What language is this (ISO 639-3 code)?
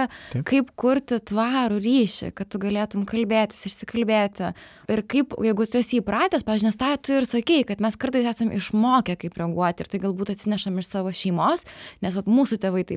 lit